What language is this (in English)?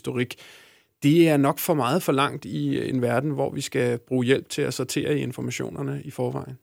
Danish